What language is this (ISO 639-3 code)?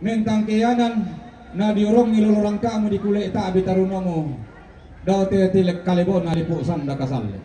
sda